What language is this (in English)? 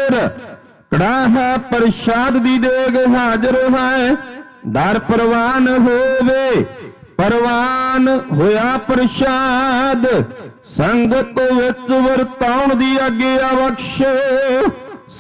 Punjabi